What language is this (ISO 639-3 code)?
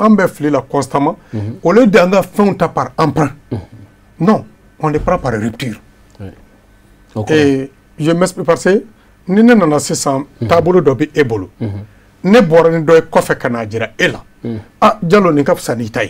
bam